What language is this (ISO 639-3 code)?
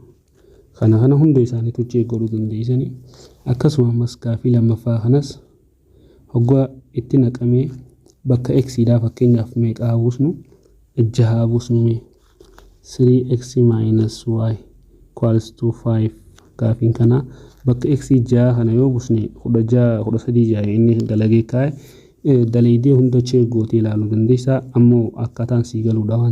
orm